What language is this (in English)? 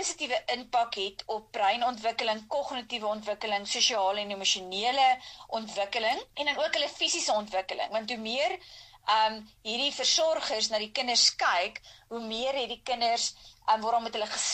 Afrikaans